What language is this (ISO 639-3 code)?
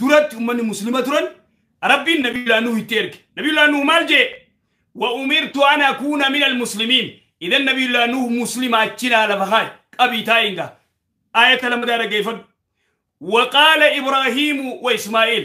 orm